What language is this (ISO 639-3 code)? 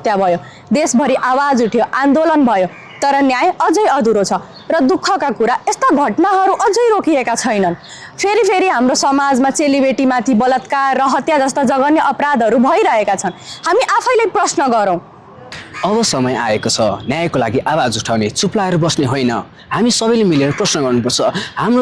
nep